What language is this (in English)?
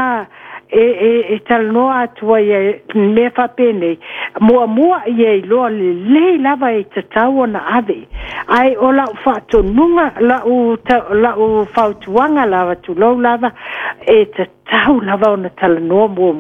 Samoan